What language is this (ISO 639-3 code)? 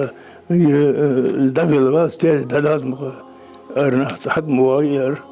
inh